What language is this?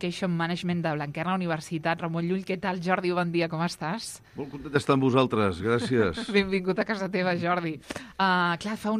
Catalan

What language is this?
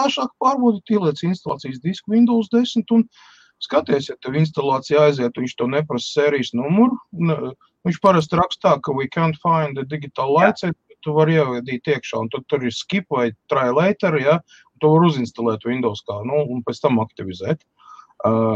Latvian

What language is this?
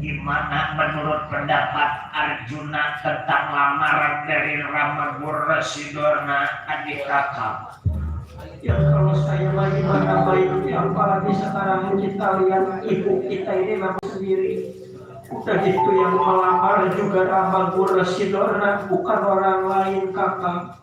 Betawi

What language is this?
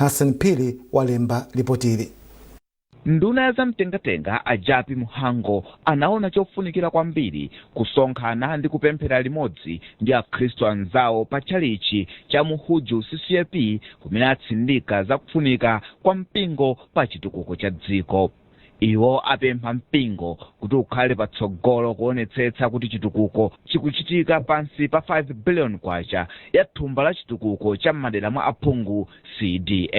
Nyanja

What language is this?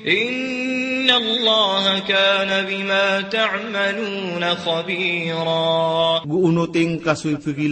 Maranao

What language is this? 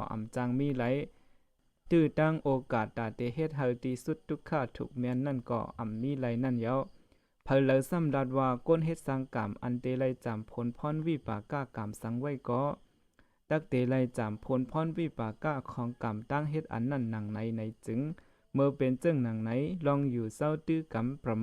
Shan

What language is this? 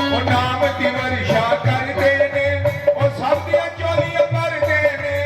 Dogri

